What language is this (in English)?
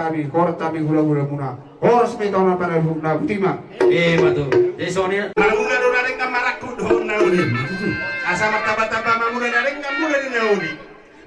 Batak Toba